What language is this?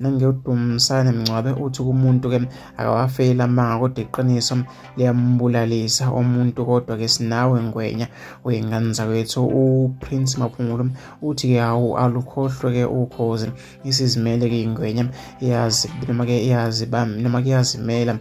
Zulu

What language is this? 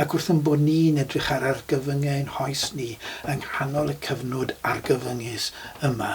Welsh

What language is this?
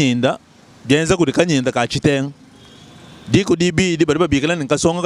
Luba-Lulua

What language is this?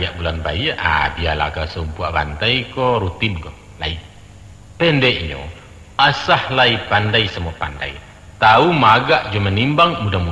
Minangkabau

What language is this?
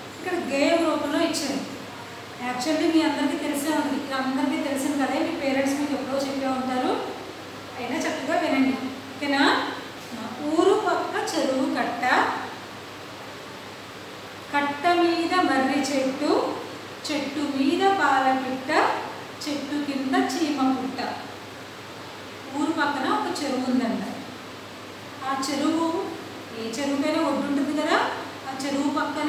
Telugu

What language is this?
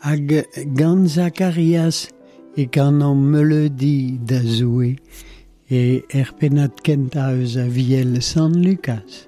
Breton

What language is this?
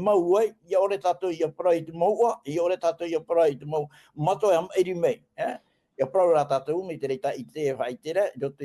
Tahitian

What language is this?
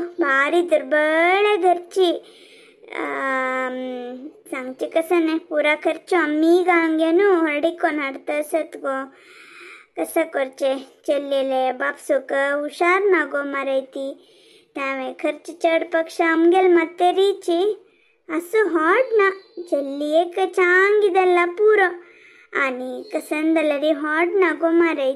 Konkani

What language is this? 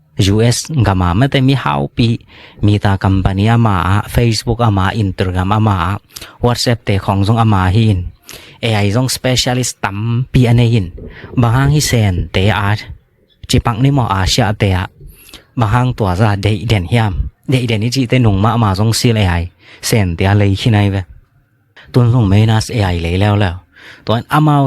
Tedim Chin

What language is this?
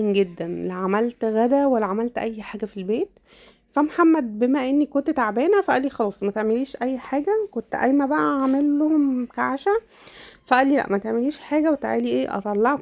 Egyptian Arabic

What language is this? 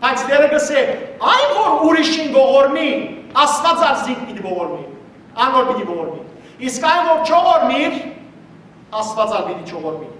Western Armenian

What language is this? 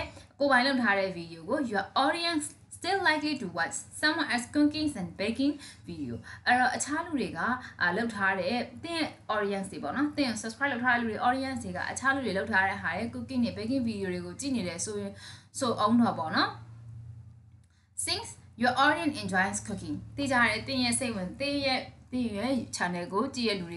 Burmese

